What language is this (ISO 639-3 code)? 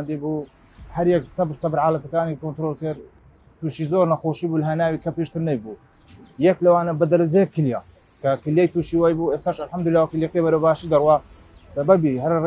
ckb